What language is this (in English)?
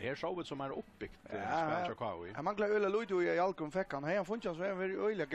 Faroese